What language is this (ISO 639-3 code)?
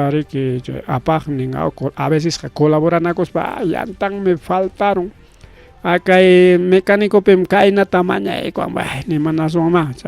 quy